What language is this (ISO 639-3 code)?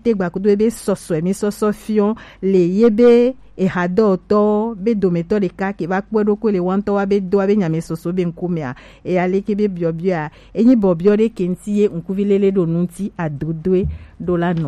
gej